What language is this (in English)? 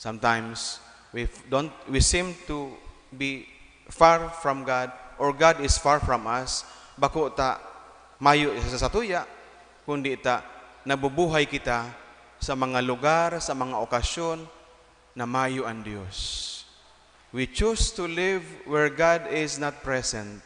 Bikol